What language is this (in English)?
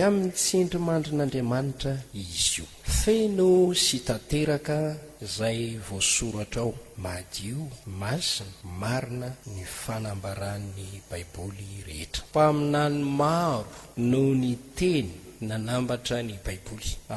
Malagasy